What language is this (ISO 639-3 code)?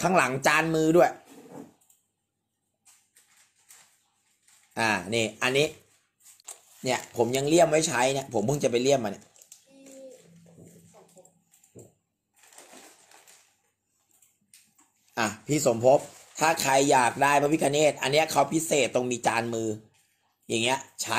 tha